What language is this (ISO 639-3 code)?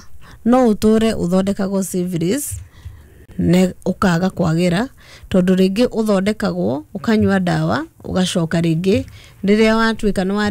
kik